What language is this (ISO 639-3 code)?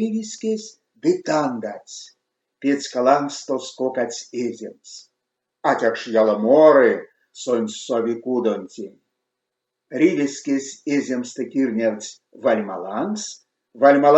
myv